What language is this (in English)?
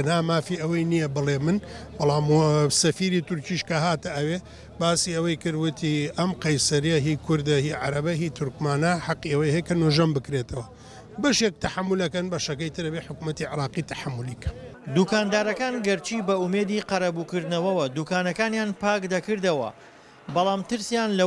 Central Kurdish